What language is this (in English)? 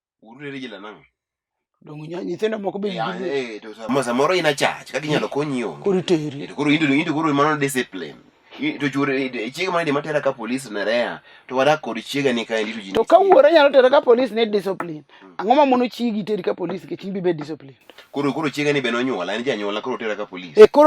Luo (Kenya and Tanzania)